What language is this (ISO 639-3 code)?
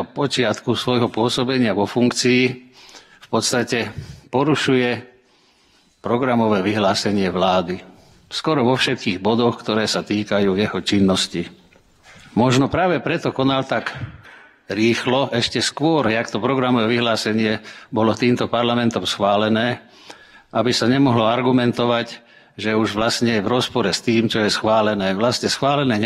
slk